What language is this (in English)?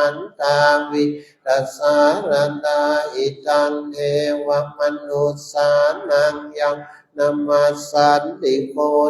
Pali